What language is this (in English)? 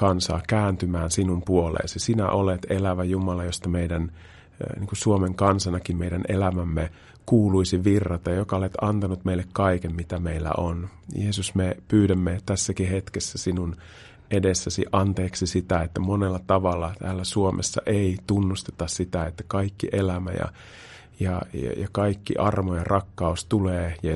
Finnish